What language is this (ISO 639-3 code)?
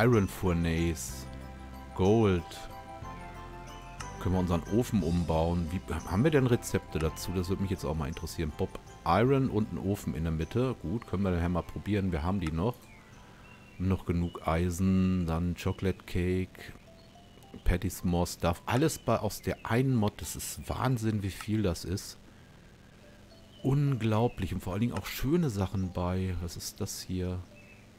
deu